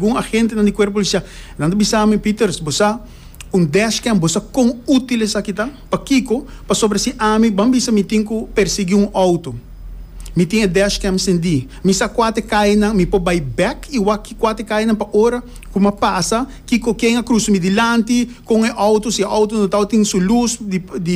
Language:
Papiamento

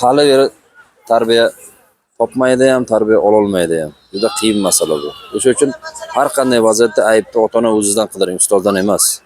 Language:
Uzbek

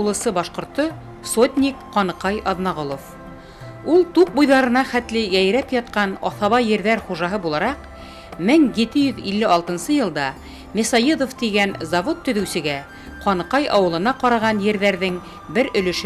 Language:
Bashkir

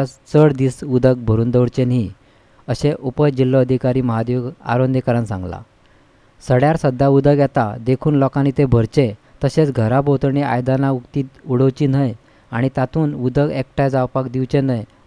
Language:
Konkani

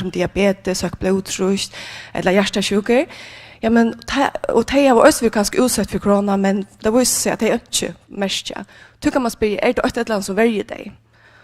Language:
Faroese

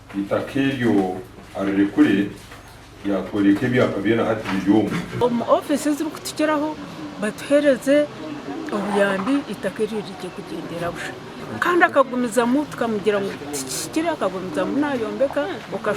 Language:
Nyankole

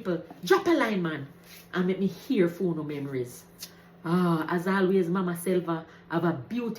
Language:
Jamaican Creole English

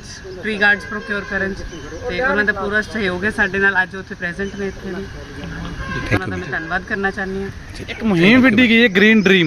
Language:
Punjabi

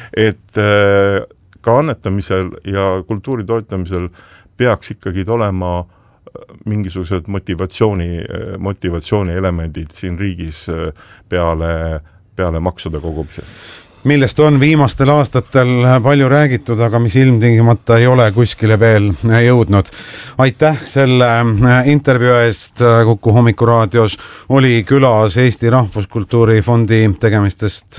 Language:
Estonian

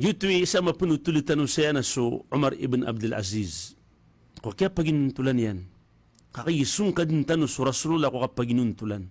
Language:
Maranao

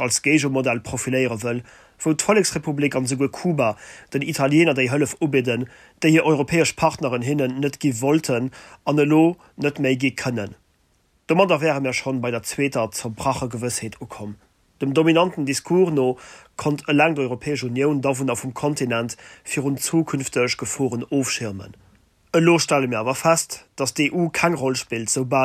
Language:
Luxembourgish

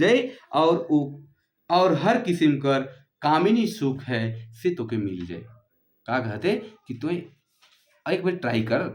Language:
Sadri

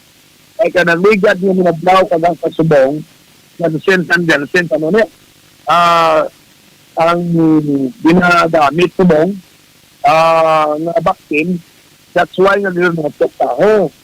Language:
Hiligaynon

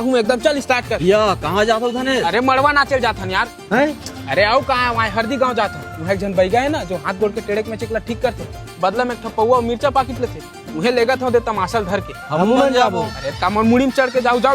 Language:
Chhattisgarhi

